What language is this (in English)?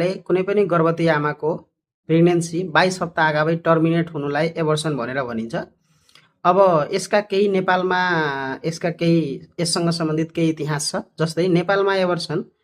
Nepali